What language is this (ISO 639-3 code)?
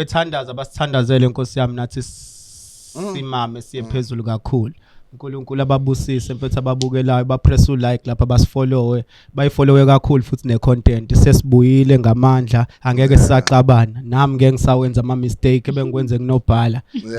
zul